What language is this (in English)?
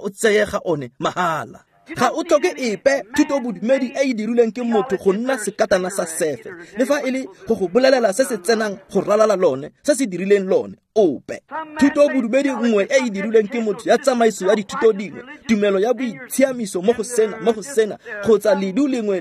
Tswana